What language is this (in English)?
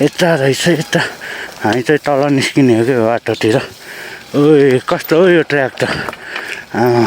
Nepali